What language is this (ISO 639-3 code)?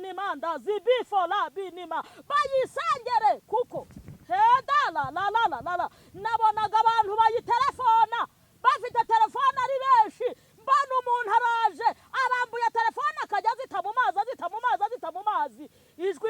kin